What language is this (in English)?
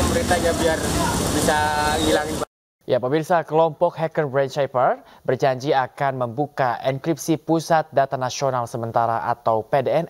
Indonesian